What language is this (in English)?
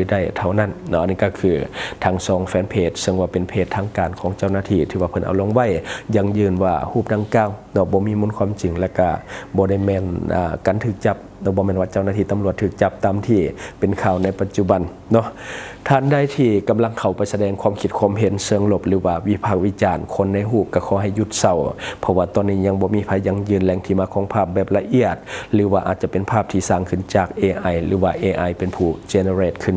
Lao